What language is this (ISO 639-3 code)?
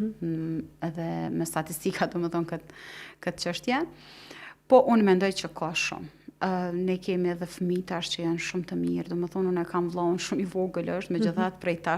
sqi